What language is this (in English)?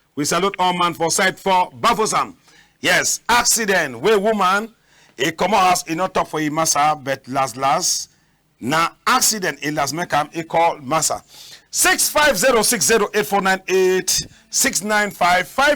Cameroon Pidgin